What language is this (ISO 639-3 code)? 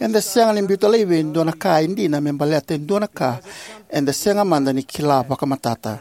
fij